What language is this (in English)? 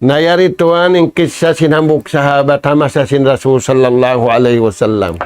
Tausug